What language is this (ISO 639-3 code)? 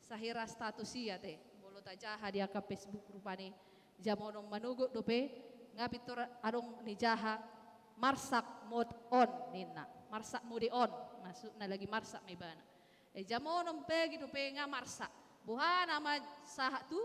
bbc